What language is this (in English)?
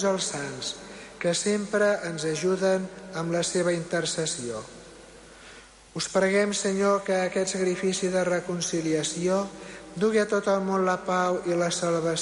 Catalan